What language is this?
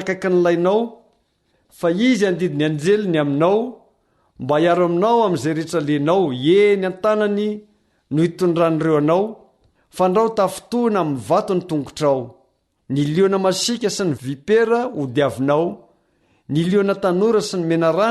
Malagasy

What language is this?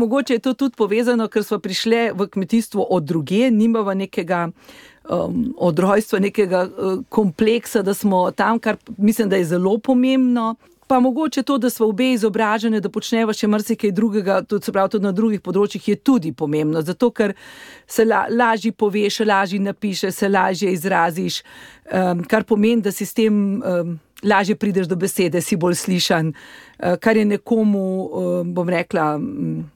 Slovenian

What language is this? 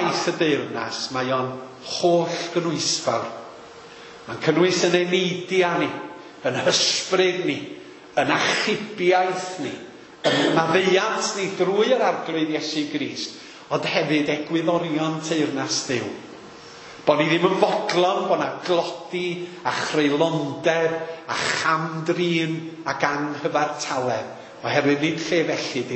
Welsh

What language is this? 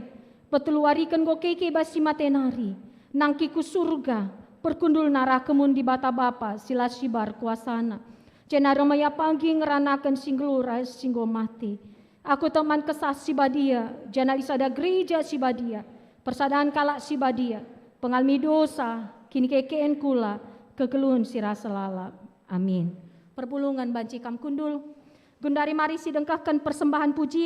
Batak Karo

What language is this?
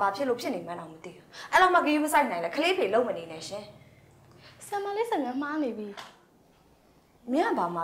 Burmese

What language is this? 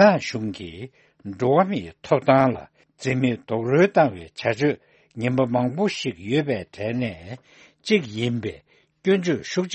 Tibetan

